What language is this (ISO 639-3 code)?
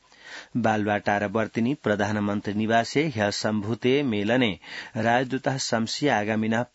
san